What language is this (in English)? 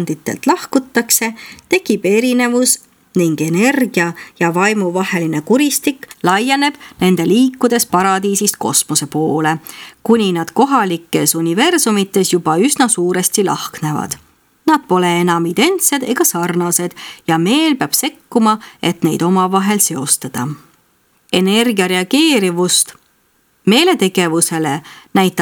Estonian